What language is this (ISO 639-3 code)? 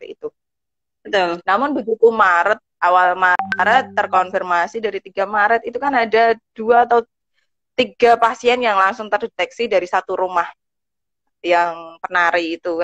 ind